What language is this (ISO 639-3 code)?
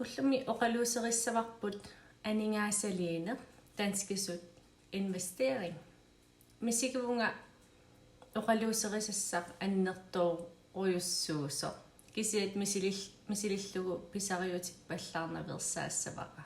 kal